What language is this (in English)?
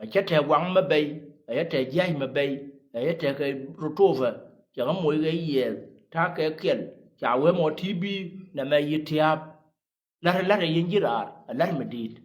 Nuer